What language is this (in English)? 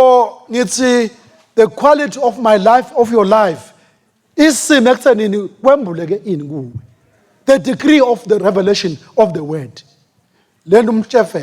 Swati